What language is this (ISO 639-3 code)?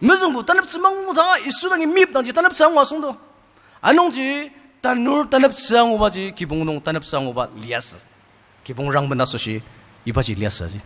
njo